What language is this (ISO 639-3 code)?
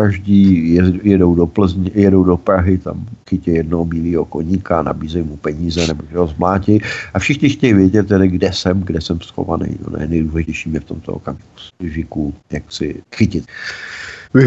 ces